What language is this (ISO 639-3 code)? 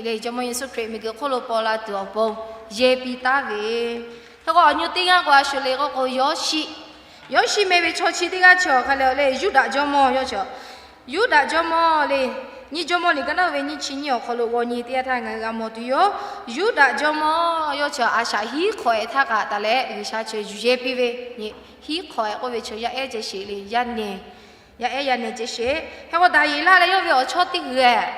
lhu